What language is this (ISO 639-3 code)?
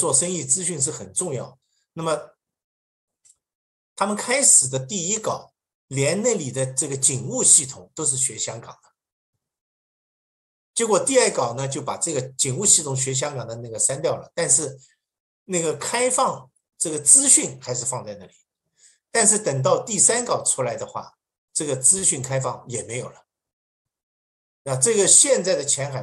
zho